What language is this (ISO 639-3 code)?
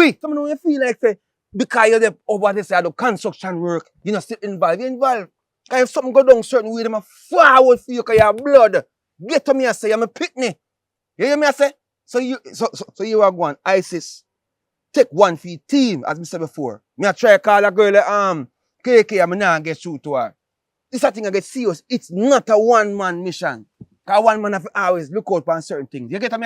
jam